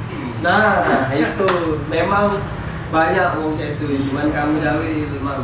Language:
Musi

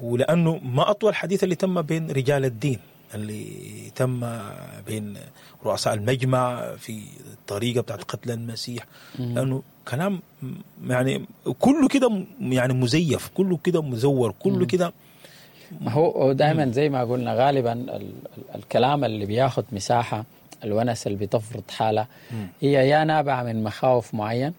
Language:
Sudanese Arabic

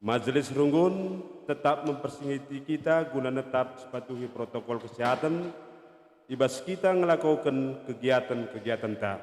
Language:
Batak Karo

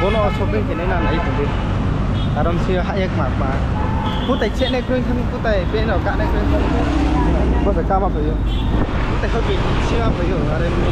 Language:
Riang (India)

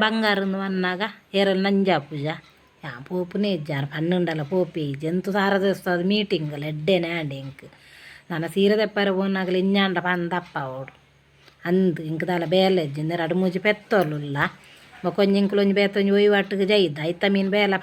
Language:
Tulu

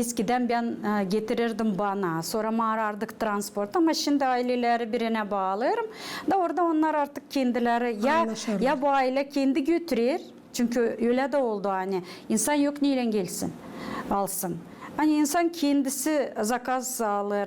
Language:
Gagauz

